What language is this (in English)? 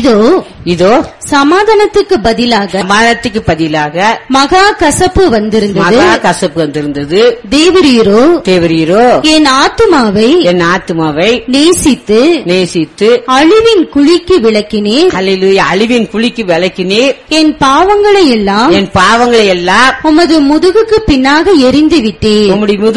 Tamil